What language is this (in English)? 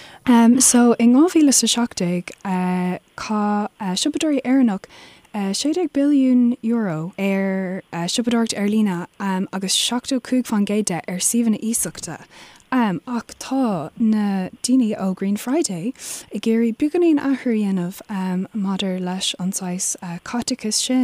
Irish